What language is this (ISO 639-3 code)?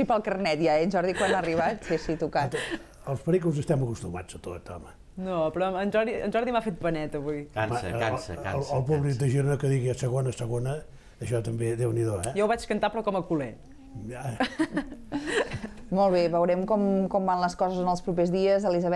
cat